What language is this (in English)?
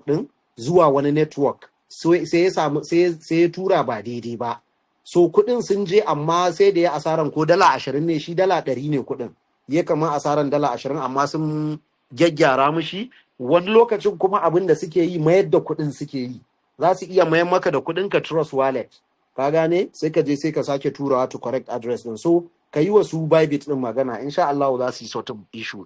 Hausa